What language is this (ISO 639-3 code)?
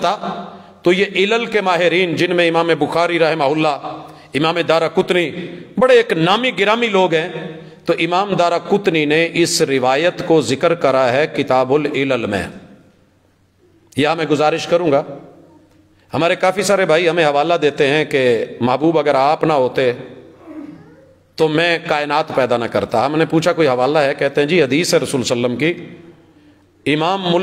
urd